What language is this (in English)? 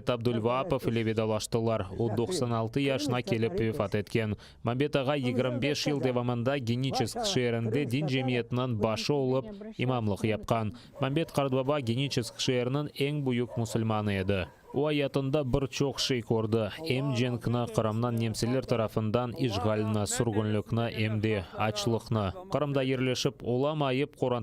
Crimean Tatar